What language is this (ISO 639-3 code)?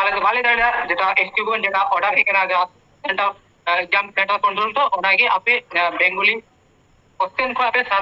sat